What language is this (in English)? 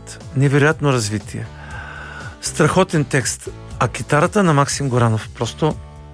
Bulgarian